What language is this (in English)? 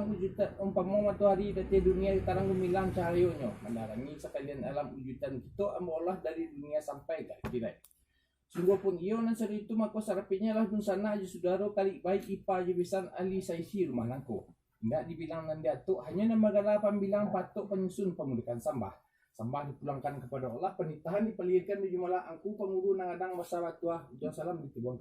Minangkabau